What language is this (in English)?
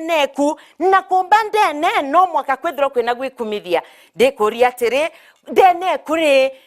Meru